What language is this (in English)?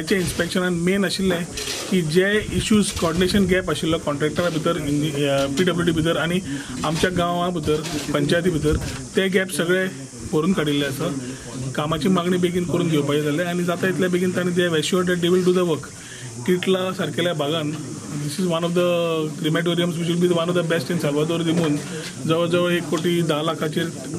Konkani